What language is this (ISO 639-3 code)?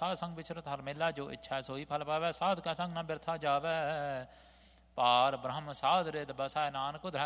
pan